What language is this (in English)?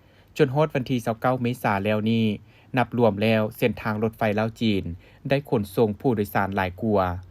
Lao